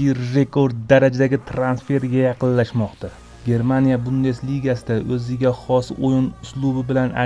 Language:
Uzbek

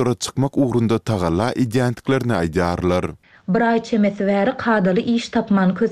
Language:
Turkmen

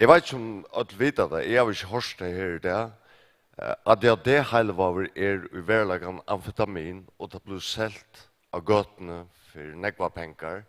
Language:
Faroese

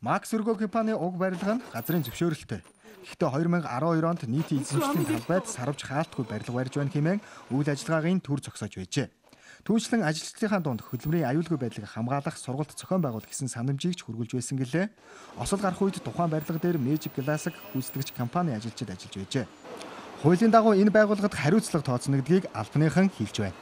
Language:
Mongolian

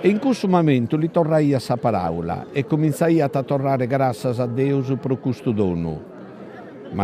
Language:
Sardinian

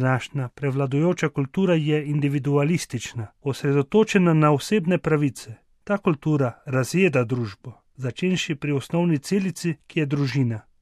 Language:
Slovenian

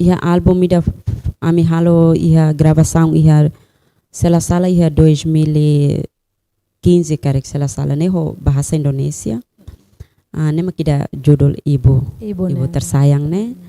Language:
Tetum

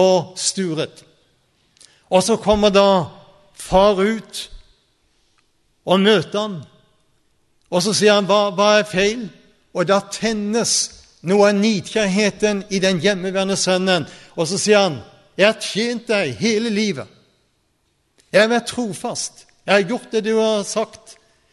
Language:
Norwegian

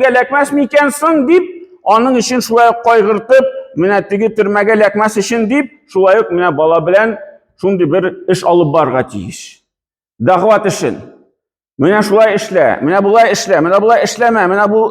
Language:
Tatar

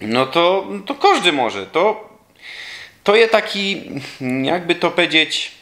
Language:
Silesian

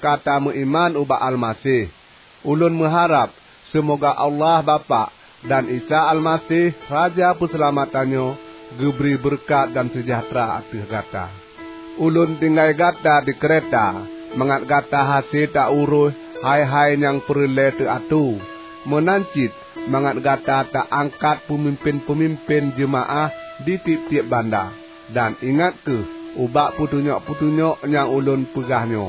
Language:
Achinese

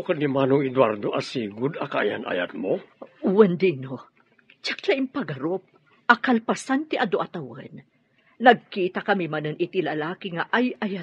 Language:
Iloko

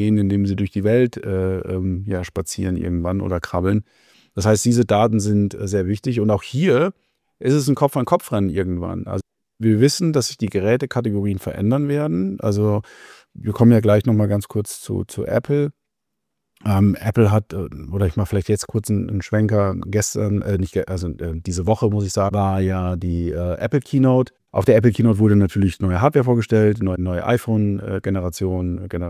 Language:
German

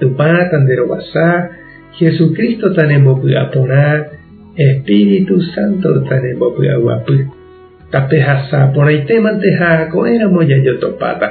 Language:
Guarani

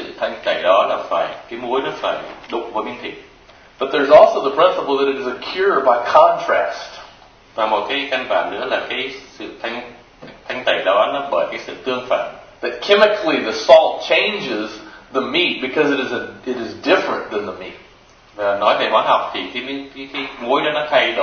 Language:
Vietnamese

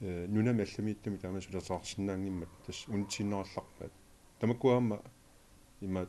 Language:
Kalaallisut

